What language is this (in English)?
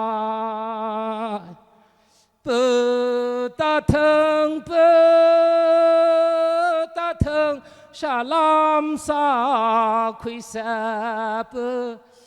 Tangkhul Naga (India)